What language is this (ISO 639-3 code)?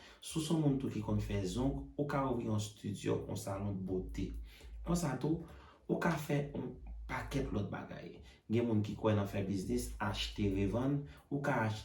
hat